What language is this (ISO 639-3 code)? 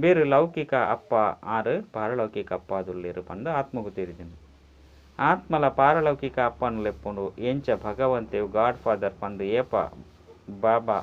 tcy